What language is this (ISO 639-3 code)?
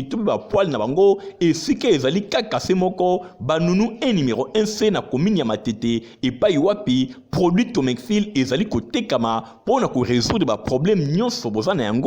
lin